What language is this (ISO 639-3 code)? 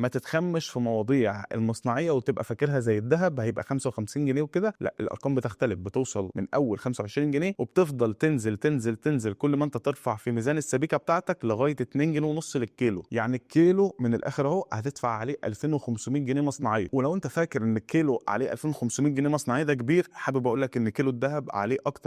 arz